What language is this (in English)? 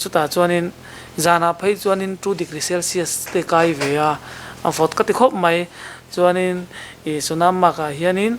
Mizo